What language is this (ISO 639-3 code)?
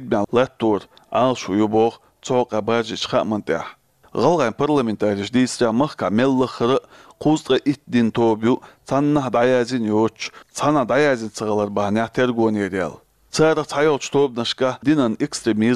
che